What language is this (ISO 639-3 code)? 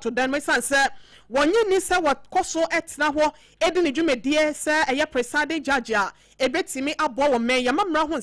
aka